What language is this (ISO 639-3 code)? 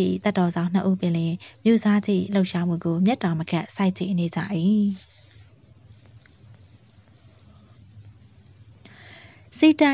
mya